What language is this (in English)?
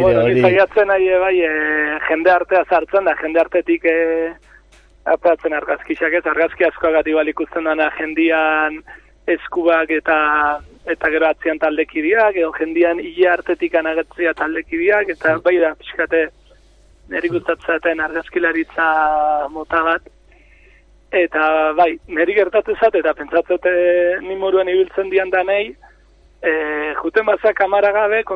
Basque